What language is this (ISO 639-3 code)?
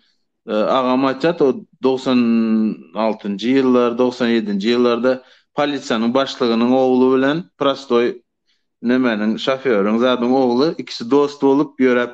tuk